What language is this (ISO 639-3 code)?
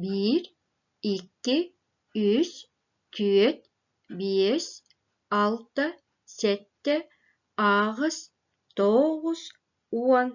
sah